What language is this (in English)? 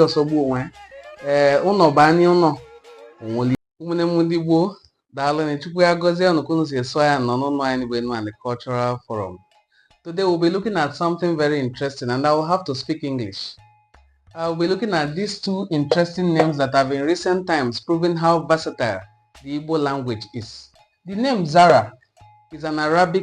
Igbo